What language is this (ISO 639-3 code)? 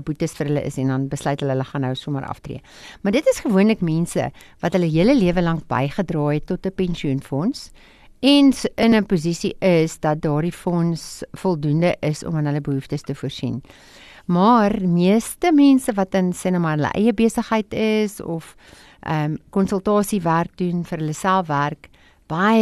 afr